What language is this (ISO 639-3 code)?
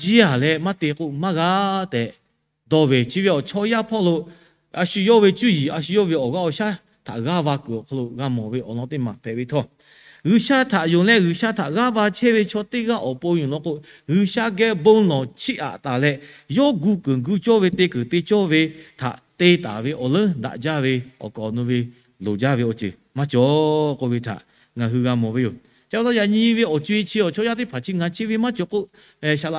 lhu